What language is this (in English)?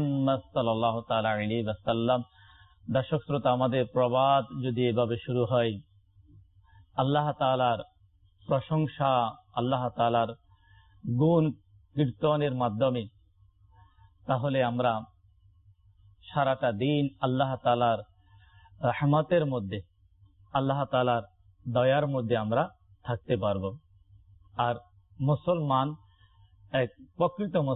Bangla